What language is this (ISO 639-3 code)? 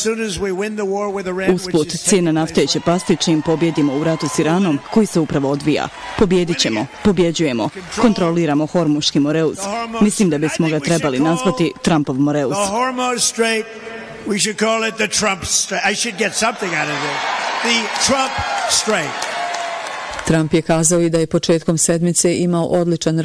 bos